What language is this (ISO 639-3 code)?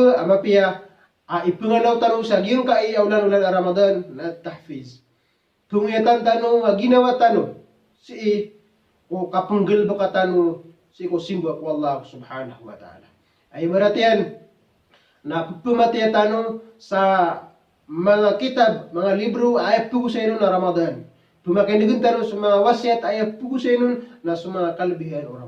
mrw